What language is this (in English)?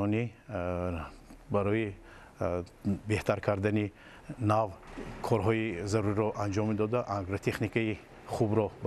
Tajik